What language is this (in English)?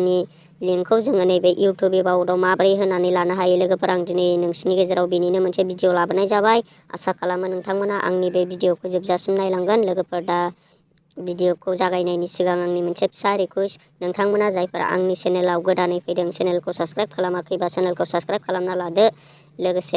Bodo